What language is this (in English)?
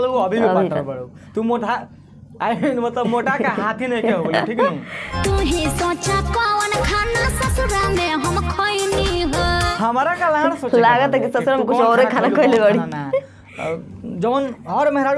Bhojpuri